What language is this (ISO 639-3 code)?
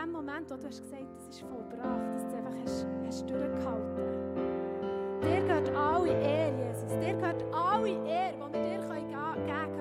gsw